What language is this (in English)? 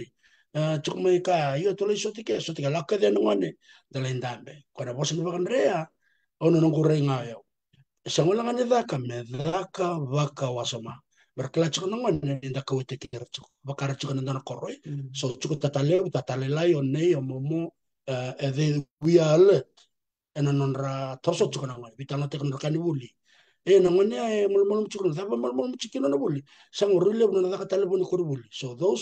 Fijian